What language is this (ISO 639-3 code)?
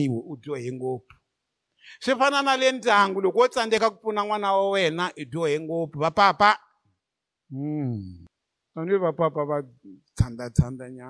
tso